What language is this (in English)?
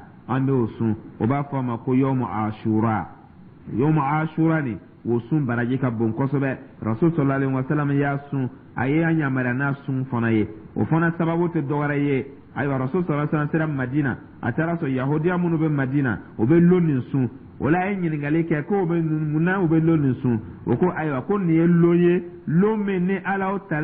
Dyula